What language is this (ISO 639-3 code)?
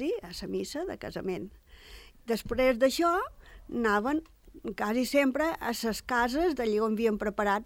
cat